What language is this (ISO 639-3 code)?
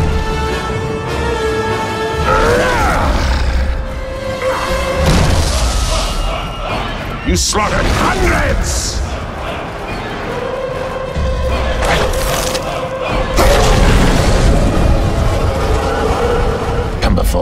eng